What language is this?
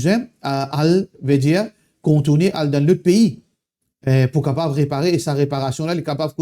Morisyen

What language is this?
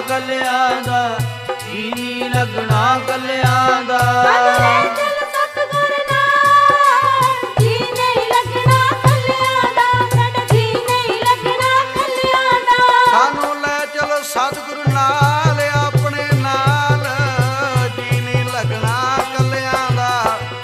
Punjabi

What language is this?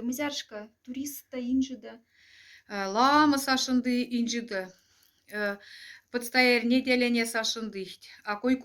Moksha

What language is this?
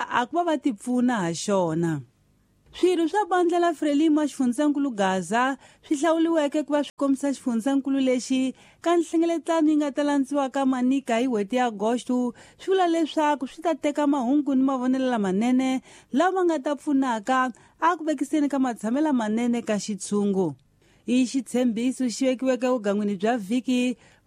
Tsonga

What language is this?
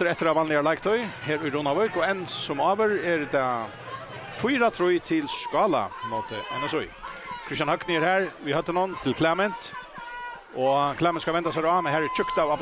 Faroese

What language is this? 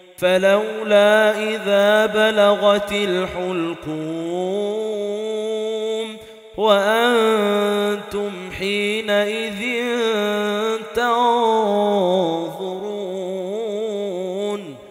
Arabic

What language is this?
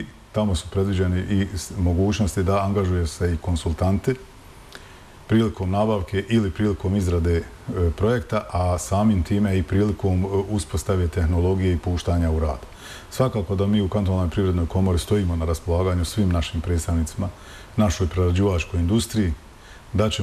Bosnian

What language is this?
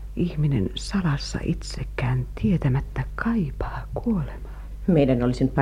Finnish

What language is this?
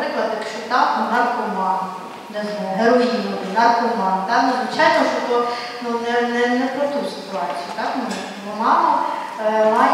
Ukrainian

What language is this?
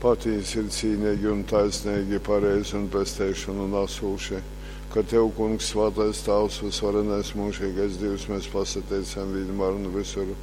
Latgalian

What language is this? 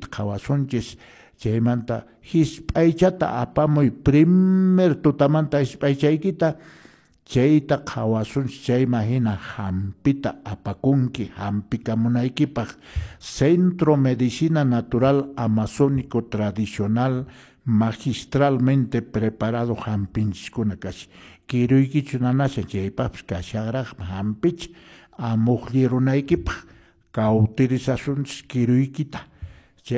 Quechua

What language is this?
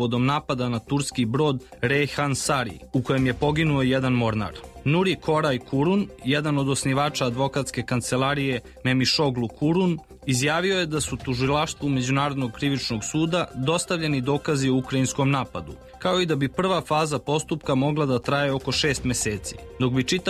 Serbian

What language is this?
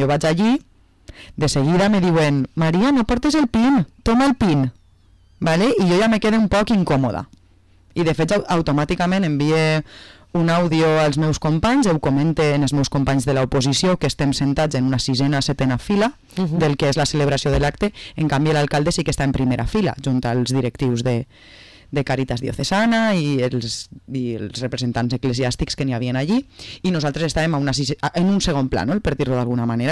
Catalan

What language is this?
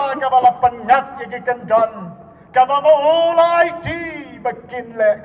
Khasi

